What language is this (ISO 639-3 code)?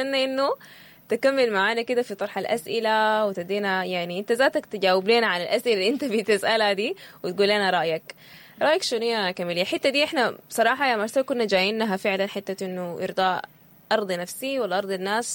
apd